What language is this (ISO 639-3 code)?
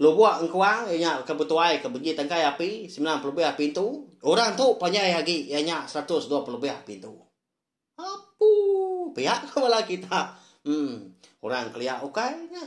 iba